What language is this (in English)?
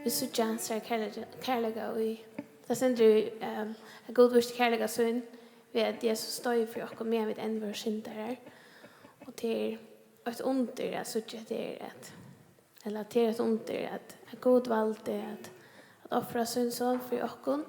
Faroese